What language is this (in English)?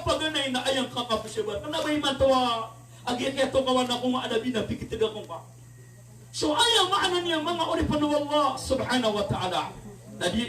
Maranao